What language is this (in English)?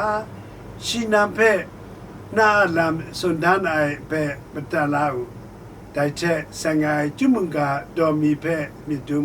Kachin